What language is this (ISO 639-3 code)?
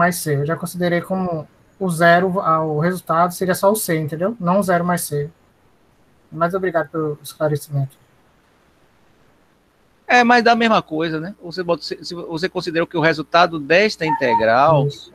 por